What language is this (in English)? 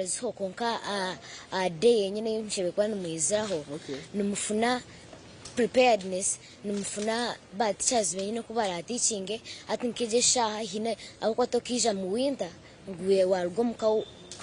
Nyankole